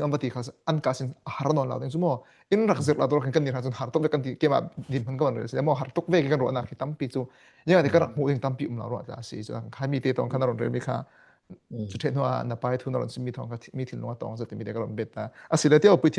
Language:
Falam Chin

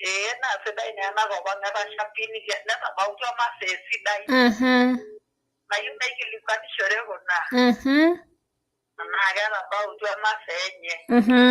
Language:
Masai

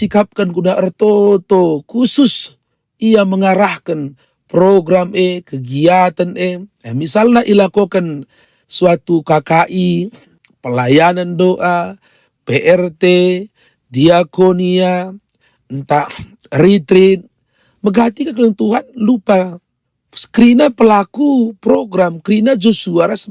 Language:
Batak Karo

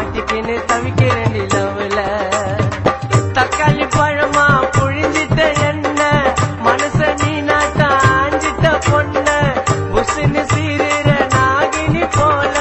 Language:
Tamil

